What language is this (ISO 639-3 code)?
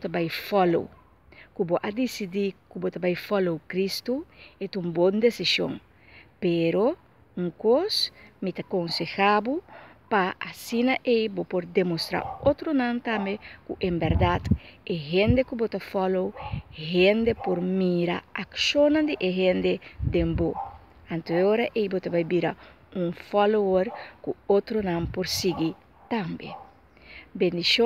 pap